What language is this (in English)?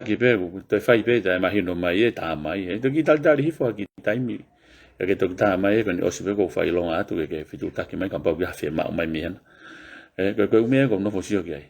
Tongan